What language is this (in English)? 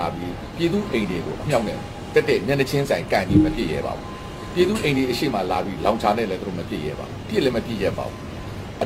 Burmese